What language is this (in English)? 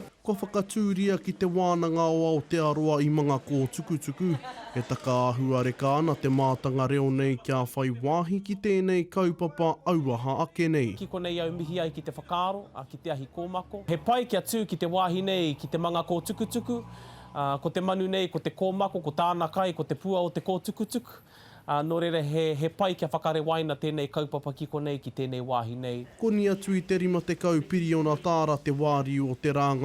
Māori